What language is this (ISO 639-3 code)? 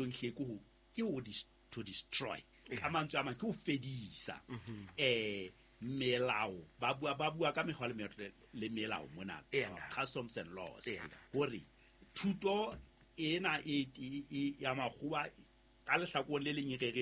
sot